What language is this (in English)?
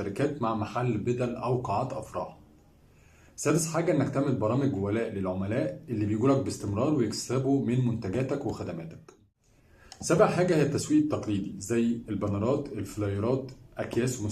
Egyptian Arabic